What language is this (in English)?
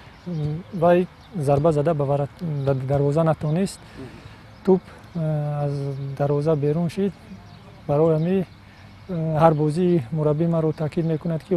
Tajik